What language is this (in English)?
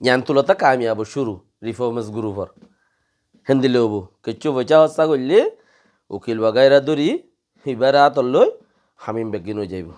Rohingya